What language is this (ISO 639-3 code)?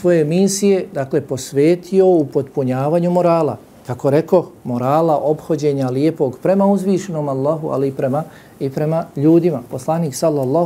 bos